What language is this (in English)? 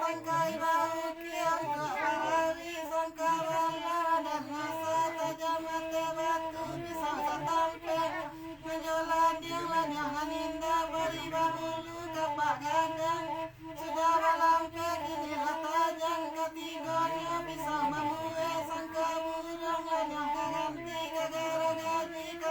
Minangkabau